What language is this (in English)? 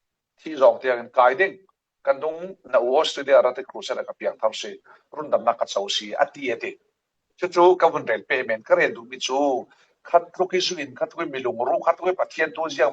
Falam Chin